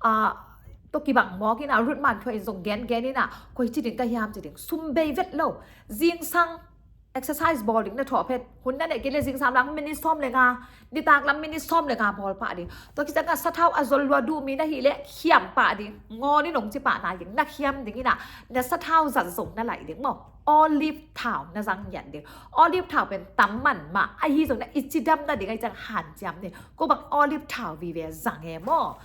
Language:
Tedim Chin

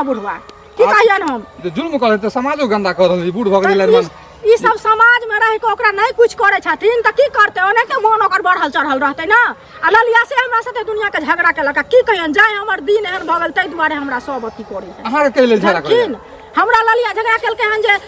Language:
Maithili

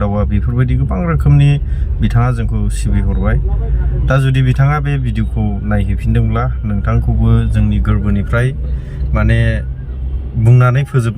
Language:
Bodo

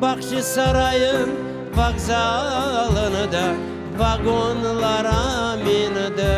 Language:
Crimean Tatar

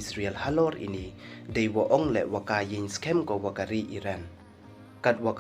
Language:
Pnar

